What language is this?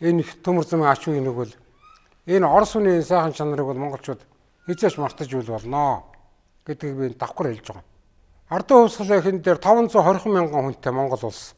Mongolian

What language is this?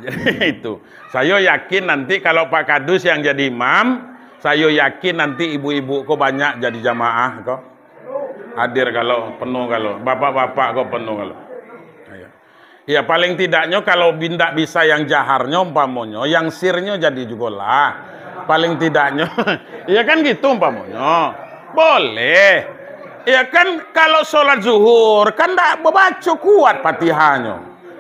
Minangkabau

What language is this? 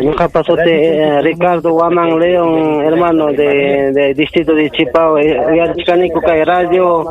Ayacucho Quechua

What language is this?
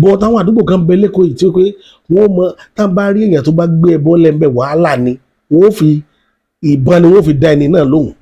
Yoruba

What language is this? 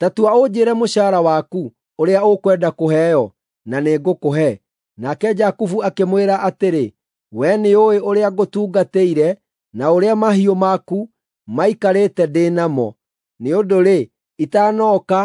Kikuyu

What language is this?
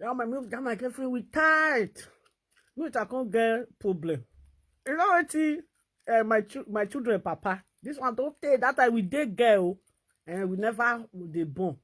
Nigerian Pidgin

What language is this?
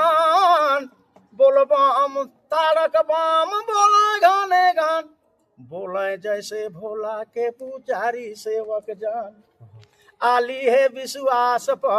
Sadri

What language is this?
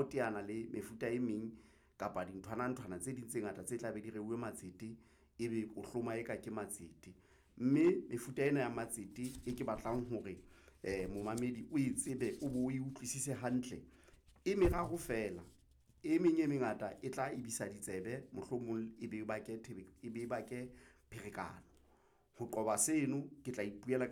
Southern Sotho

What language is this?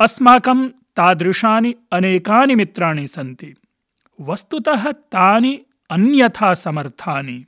Sanskrit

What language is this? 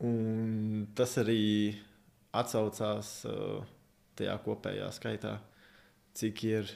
Latvian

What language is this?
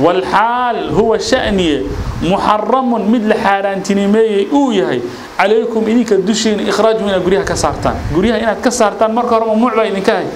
Somali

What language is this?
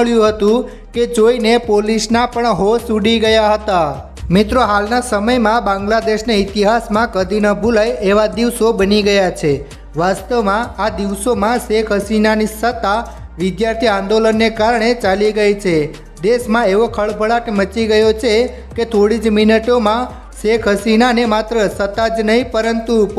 Gujarati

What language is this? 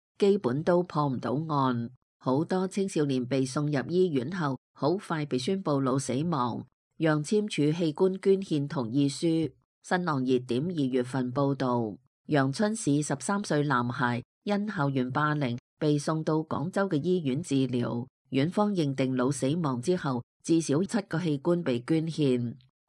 Cantonese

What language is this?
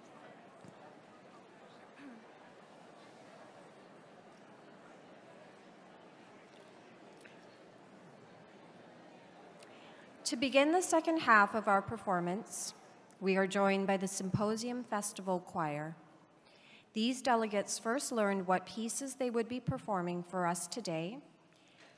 English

